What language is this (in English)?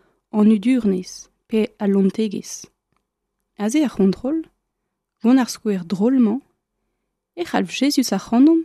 Breton